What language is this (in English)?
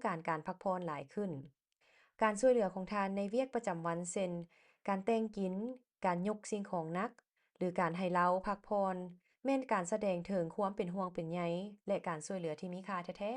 Lao